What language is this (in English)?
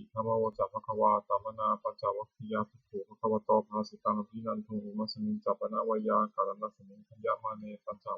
Pali